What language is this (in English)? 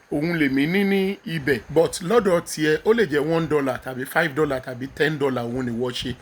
Yoruba